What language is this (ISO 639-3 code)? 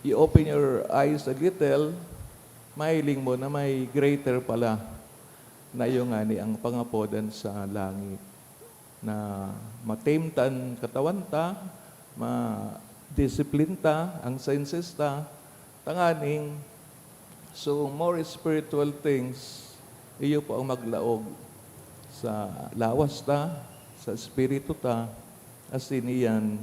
bik